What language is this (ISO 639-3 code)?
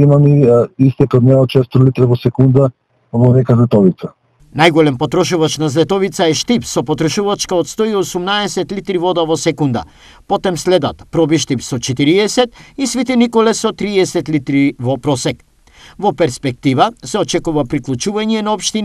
mkd